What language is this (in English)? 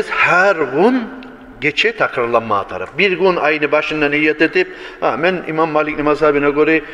Kumyk